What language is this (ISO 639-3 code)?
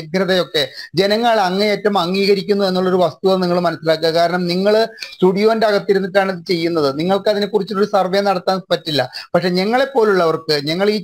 mal